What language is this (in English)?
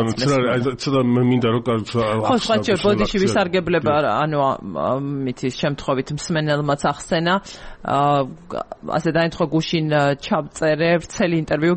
Georgian